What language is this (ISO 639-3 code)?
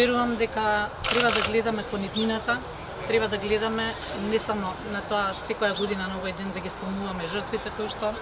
mkd